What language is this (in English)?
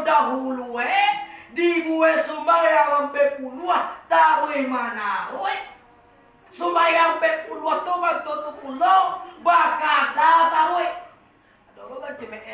Minangkabau